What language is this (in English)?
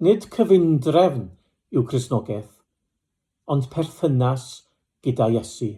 Welsh